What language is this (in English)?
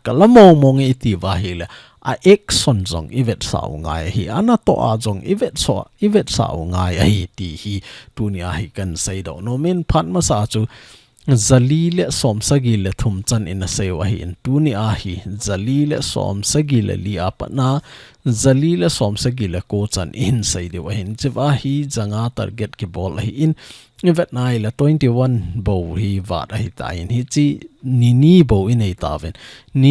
Thado Chin